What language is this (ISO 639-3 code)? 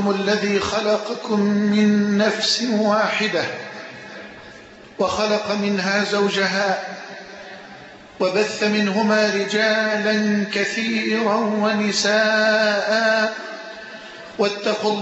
ara